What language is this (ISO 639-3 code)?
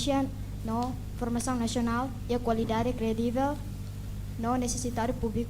tet